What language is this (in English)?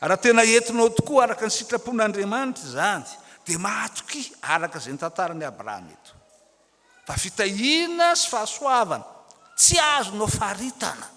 Malagasy